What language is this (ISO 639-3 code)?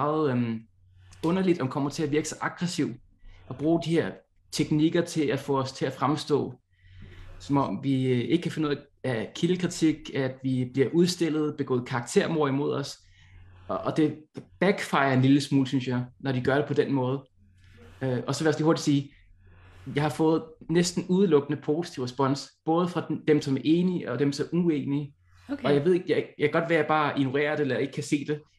dan